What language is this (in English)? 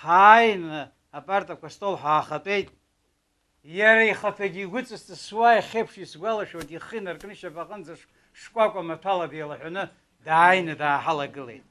Abkhazian